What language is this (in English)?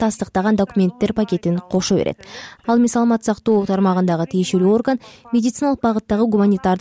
Kyrgyz